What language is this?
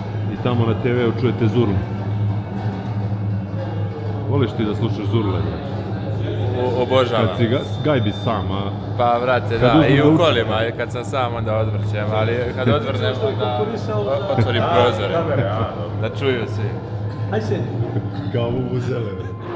Serbian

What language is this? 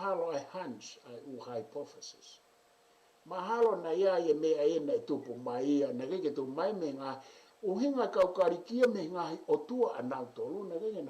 Tongan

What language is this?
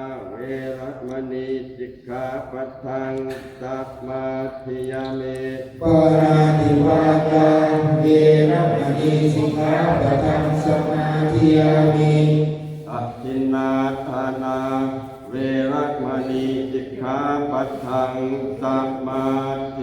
Pali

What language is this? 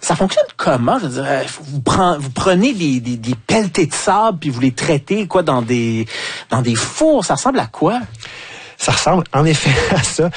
French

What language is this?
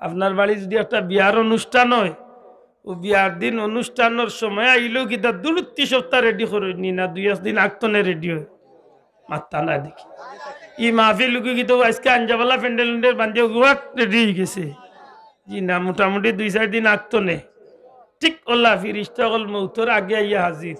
Sylheti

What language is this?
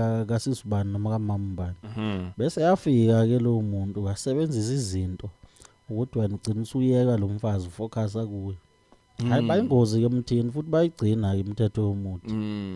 Zulu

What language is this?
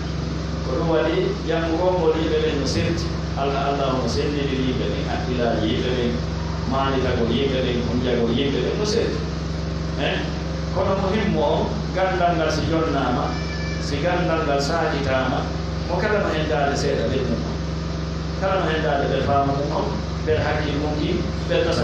Pular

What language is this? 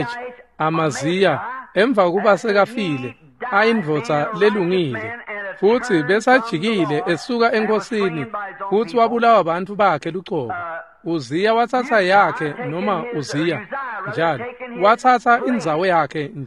Swati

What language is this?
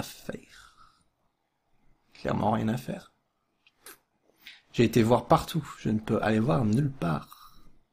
French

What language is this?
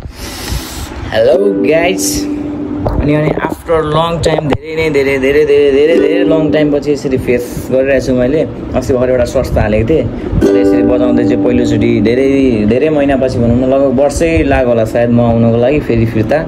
Nepali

